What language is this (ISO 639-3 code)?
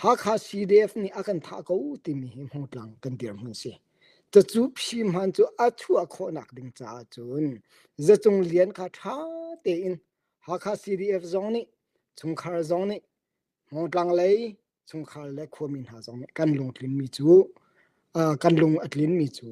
cnh